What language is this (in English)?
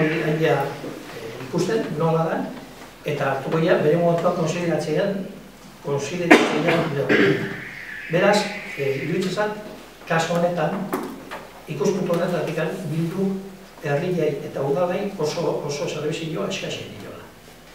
Basque